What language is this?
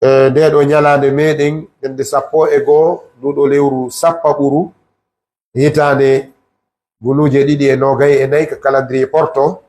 Fula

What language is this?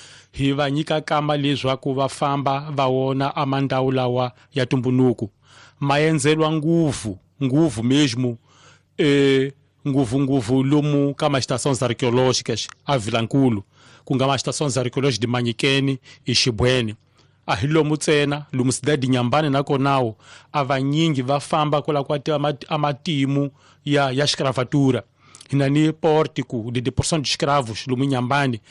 Tsonga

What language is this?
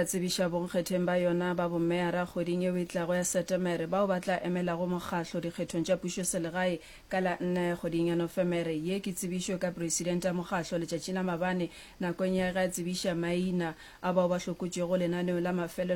Northern Sotho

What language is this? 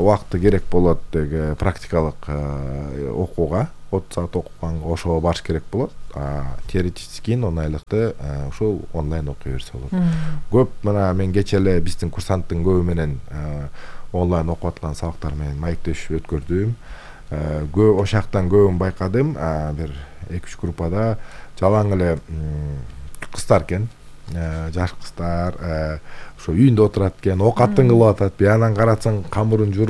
Kyrgyz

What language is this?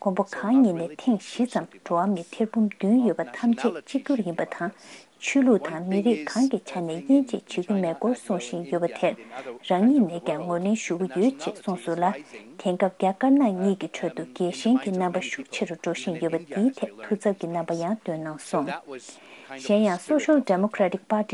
Tibetan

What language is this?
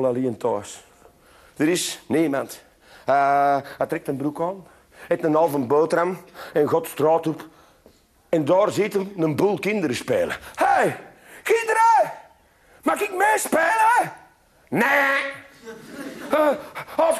Dutch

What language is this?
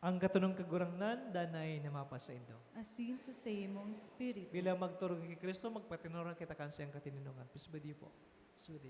Bikol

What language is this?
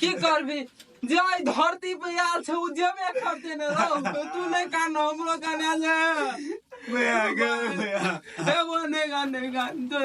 Maithili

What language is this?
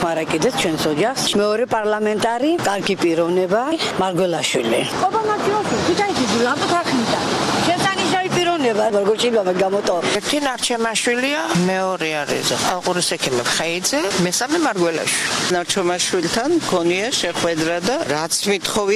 Georgian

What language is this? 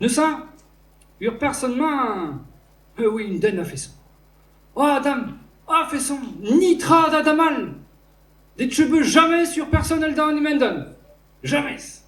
Breton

